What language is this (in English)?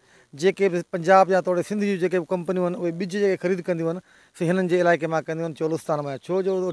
Sindhi